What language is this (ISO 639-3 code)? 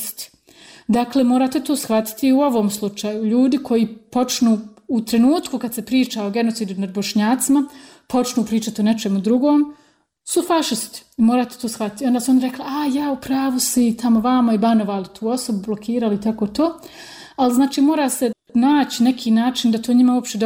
bos